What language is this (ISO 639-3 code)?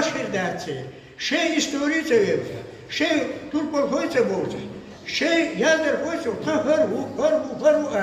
che